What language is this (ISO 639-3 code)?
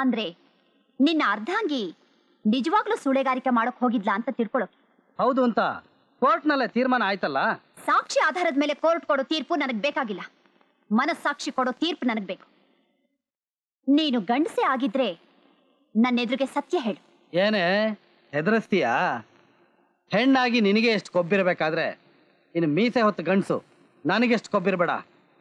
kan